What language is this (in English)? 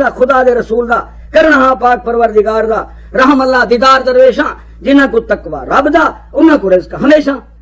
Saraiki